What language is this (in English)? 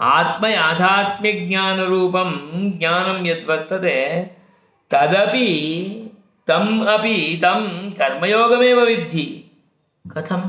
Sanskrit